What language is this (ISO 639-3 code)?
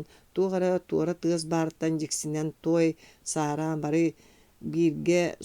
sah